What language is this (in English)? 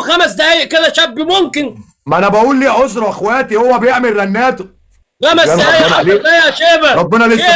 Egyptian Arabic